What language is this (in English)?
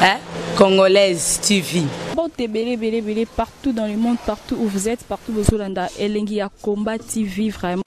Lingala